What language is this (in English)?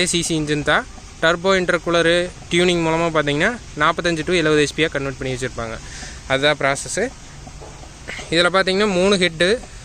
Tamil